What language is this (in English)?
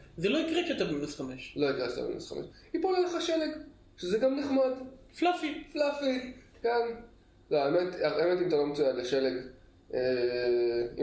Hebrew